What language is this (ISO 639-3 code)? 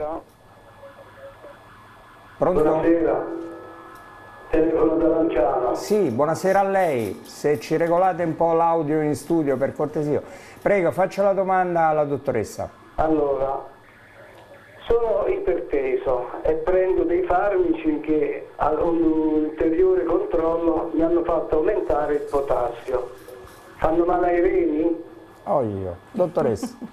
ita